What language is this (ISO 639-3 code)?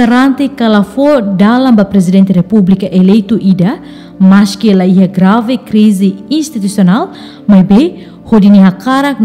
tet